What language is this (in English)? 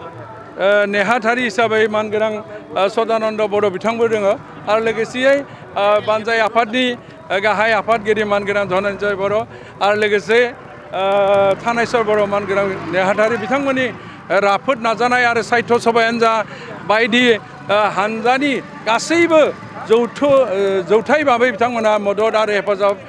Bodo